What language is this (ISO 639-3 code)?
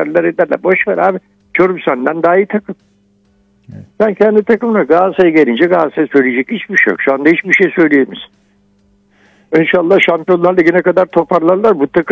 tur